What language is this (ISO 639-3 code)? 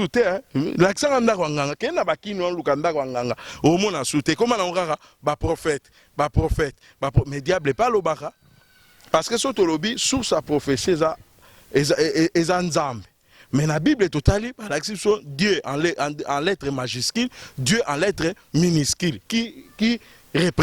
lin